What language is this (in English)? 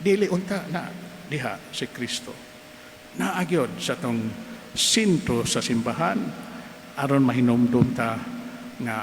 Cebuano